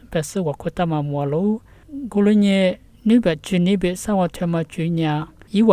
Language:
Lisu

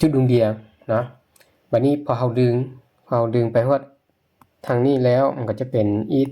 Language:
Lao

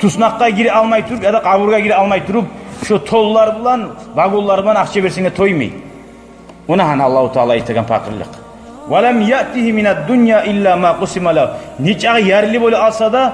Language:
Kumyk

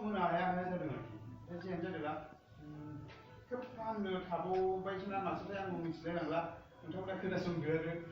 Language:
Bodo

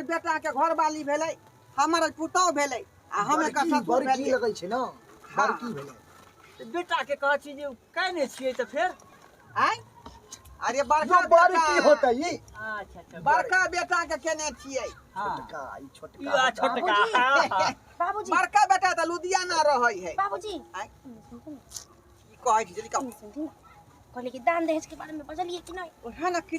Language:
Maithili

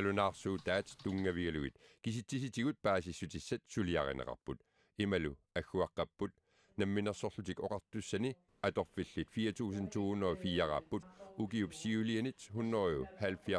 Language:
Kalaallisut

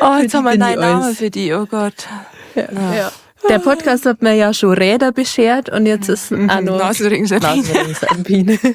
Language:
Bavarian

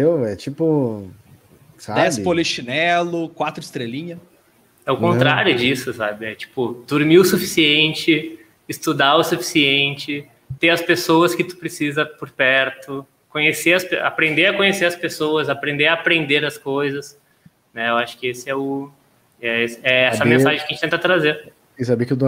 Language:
Portuguese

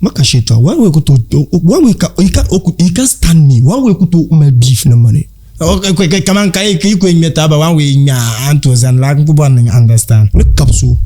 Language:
Dagbani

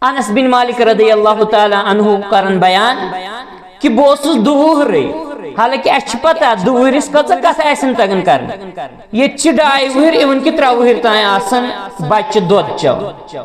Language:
Kashmiri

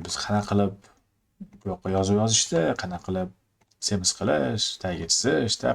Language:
Uzbek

